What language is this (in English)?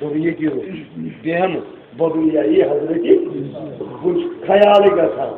Kashmiri